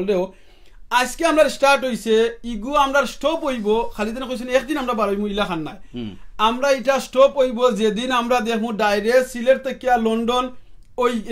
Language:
Sylheti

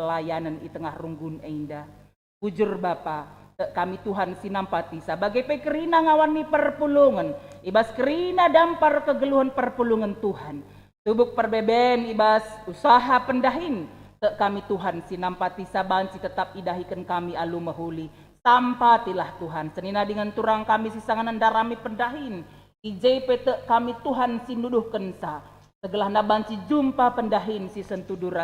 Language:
Batak Karo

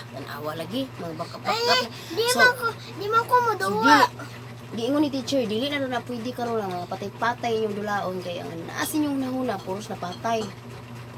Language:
Cebuano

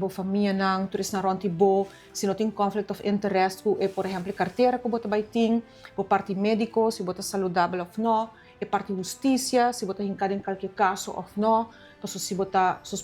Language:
Papiamento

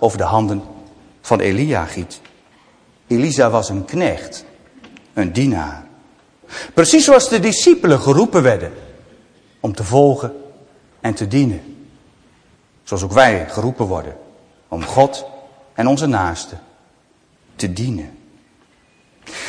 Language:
Dutch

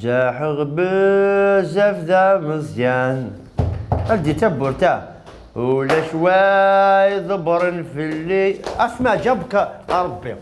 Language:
Algerian Arabic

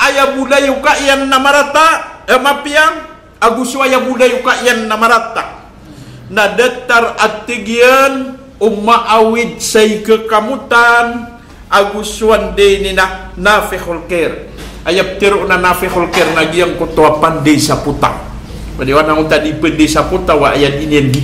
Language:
Maranao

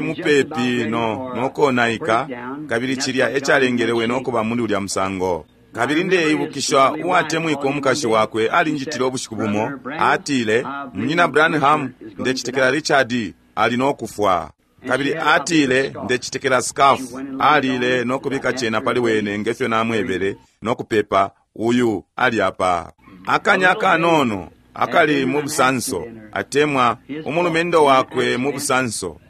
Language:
Bemba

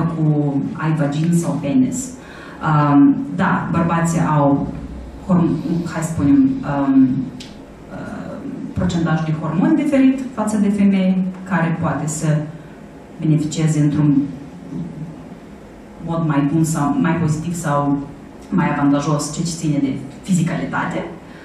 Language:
Romanian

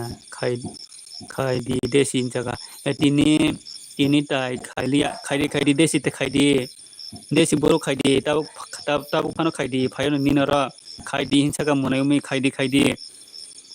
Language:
Kok Borok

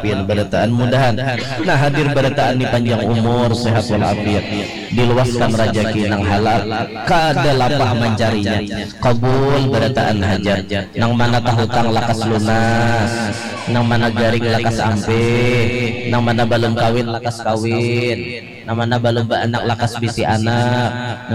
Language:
Banjar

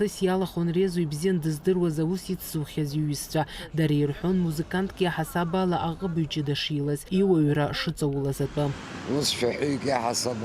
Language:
Abkhazian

